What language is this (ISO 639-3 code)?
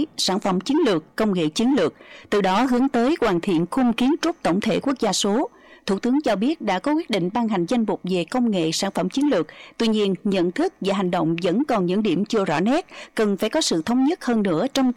vie